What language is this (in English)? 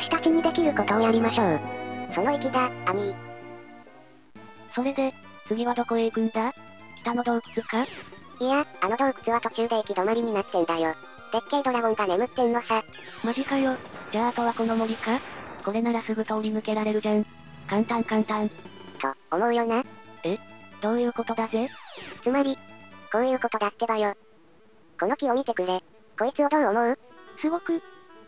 Japanese